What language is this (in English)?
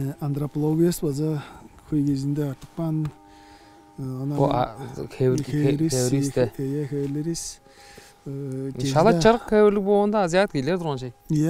Tuvinian